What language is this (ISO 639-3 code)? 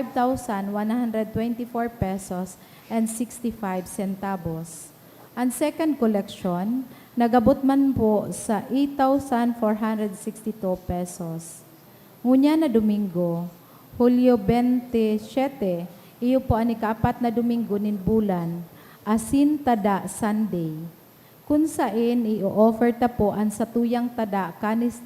bik